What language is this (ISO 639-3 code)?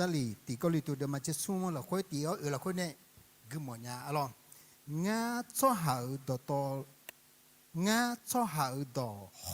ahk